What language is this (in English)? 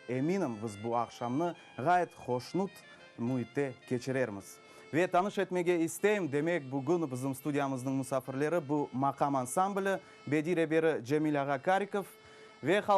Crimean Tatar